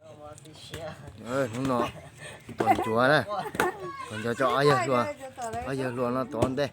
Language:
Hmong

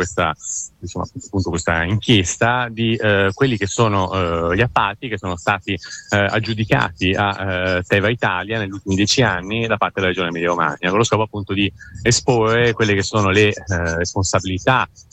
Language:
Italian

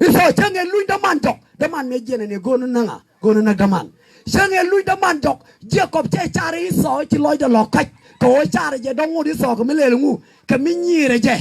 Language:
Nuer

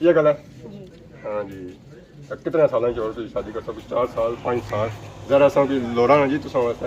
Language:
Pahari-Potwari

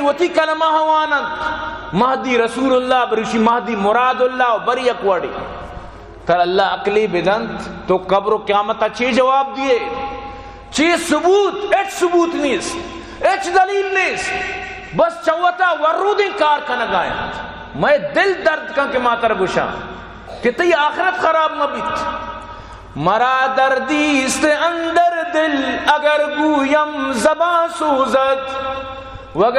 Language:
Baluchi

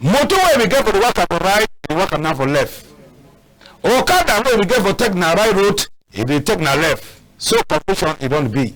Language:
Cameroon Pidgin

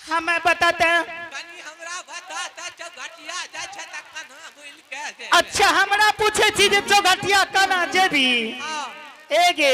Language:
Angika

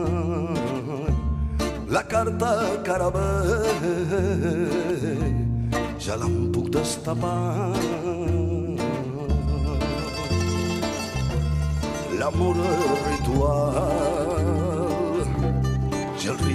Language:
Catalan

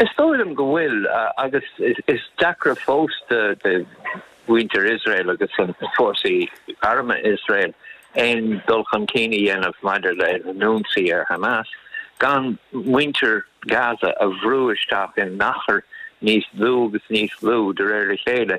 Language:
Irish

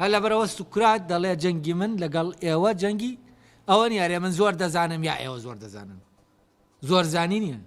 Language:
Central Kurdish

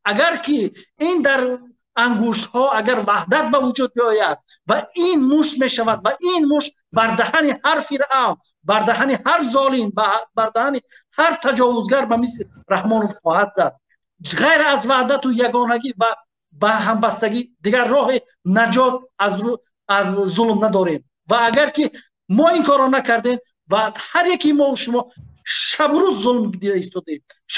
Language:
Tajik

